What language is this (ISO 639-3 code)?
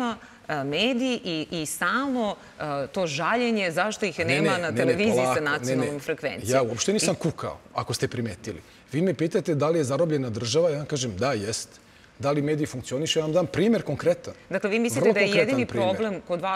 srp